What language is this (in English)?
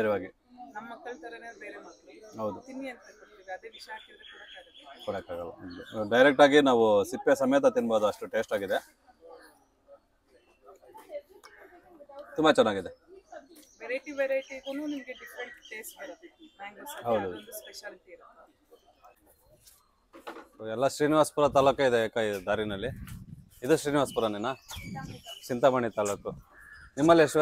Kannada